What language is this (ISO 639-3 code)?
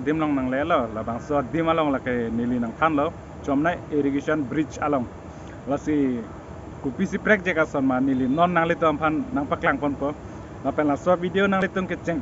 mjw